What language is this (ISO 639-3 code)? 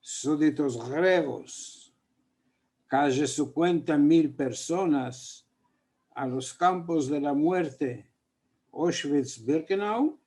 lad